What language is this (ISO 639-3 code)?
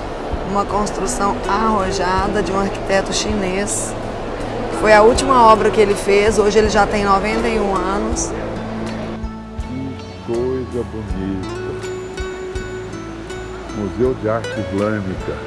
por